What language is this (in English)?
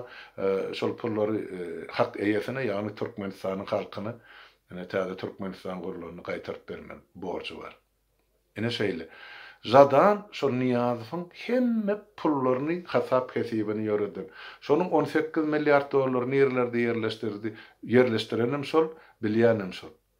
Turkmen